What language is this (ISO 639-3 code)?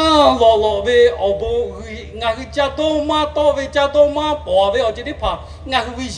lhu